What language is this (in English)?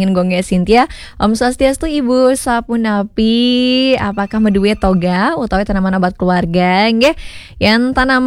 Balinese